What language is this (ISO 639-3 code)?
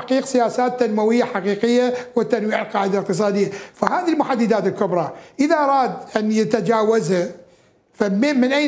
acm